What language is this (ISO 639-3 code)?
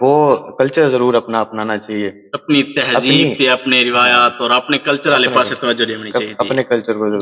skr